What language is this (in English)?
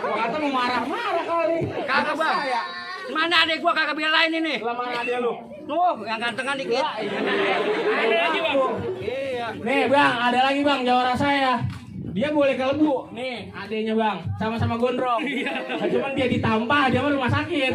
Betawi